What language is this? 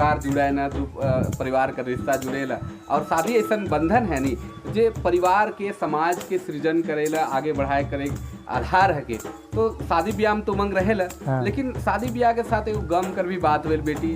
Sadri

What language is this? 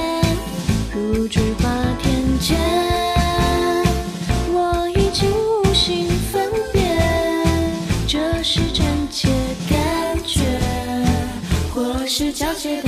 Chinese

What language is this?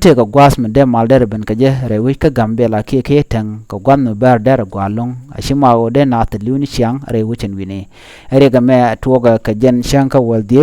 Nuer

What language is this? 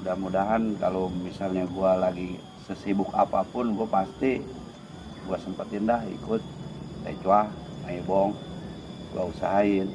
Betawi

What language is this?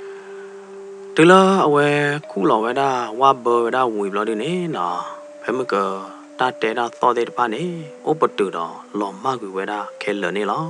S'gaw Karen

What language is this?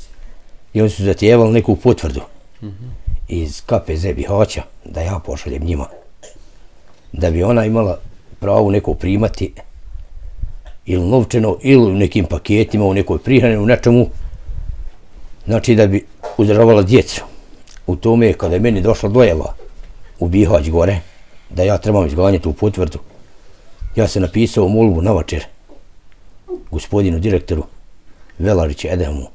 Bosnian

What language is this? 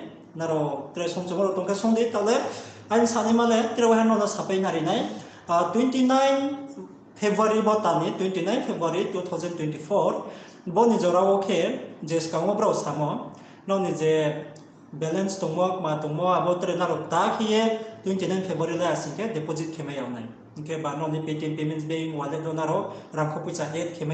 Riang (India)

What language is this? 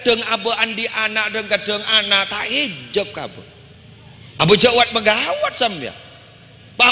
Madurese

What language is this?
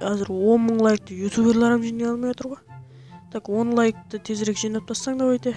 Kara-Kalpak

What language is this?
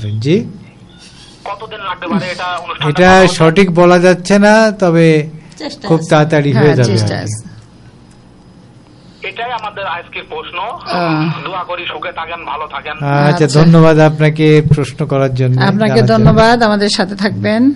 Bangla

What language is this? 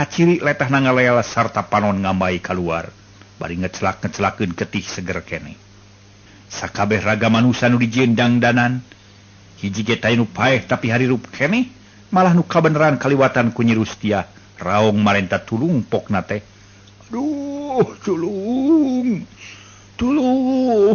Sundanese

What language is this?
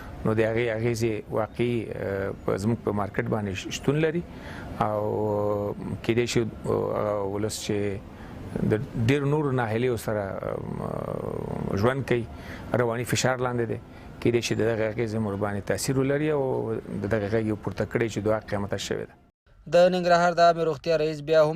Pashto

